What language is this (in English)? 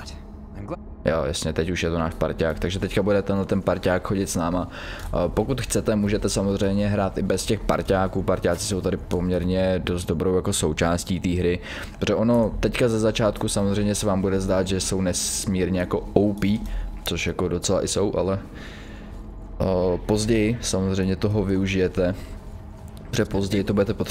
Czech